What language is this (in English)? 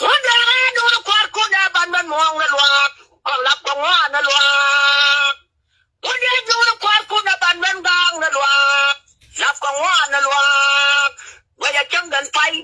Nuer